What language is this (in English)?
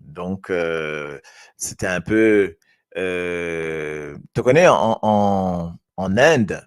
Morisyen